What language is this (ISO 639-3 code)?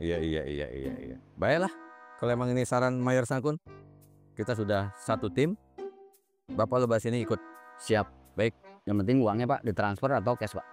bew